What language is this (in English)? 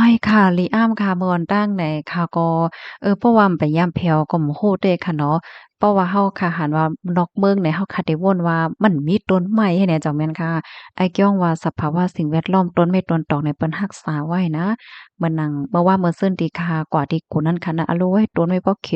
Shan